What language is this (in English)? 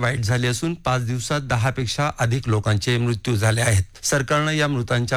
Marathi